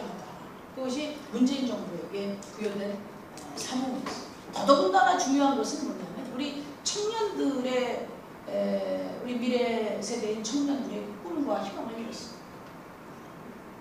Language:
Korean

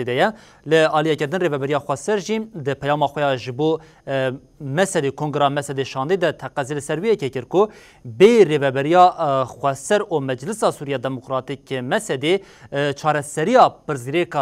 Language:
Kurdish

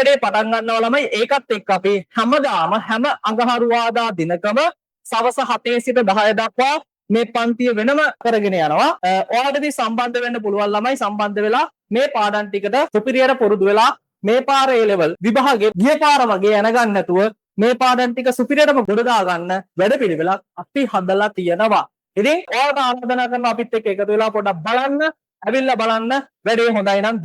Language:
Sinhala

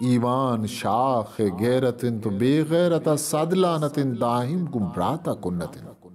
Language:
Eastern Balochi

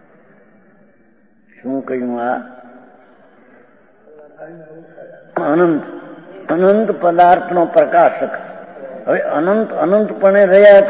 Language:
Gujarati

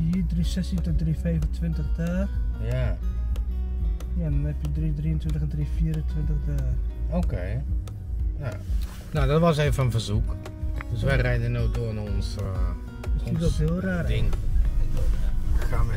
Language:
Dutch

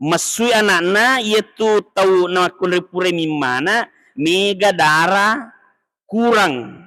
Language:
Buginese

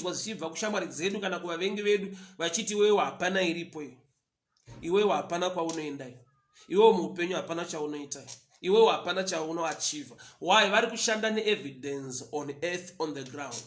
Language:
Shona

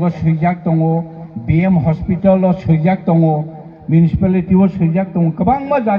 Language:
Kok Borok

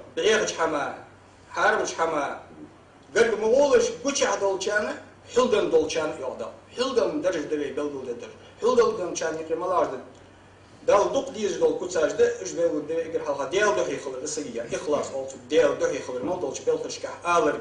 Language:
Ingush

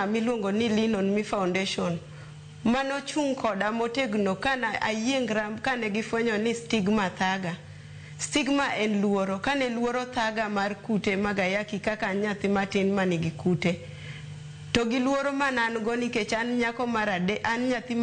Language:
Luo (Kenya and Tanzania)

